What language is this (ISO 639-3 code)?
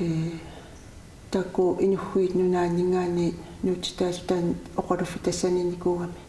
kal